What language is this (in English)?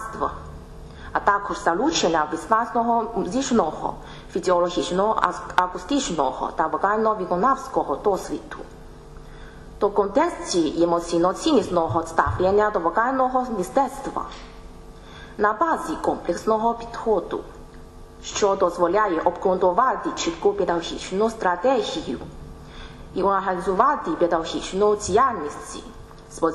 Ukrainian